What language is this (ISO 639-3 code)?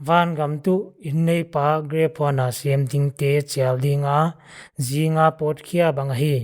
pck